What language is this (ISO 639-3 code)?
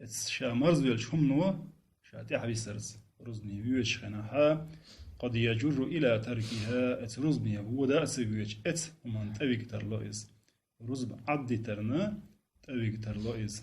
che